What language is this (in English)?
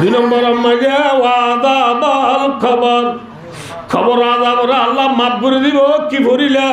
Rohingya